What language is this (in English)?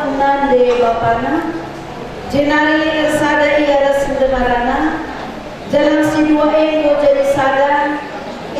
Batak Karo